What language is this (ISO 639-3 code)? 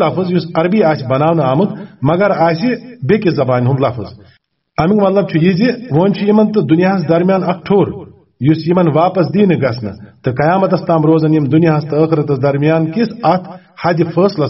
kas